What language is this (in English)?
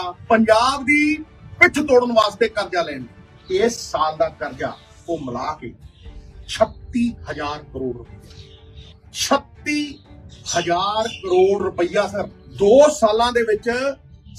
Punjabi